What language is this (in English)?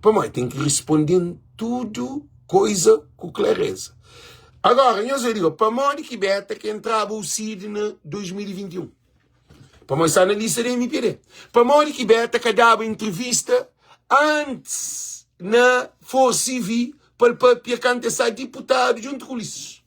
Kabuverdianu